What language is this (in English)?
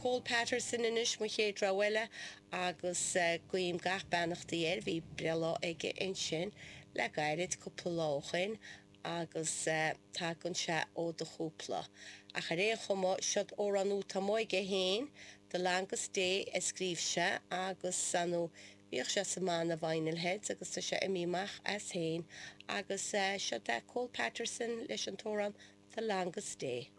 Irish